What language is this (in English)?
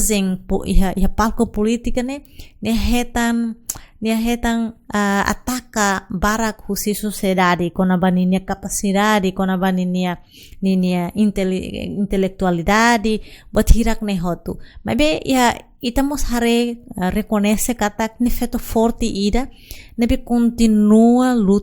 Tetum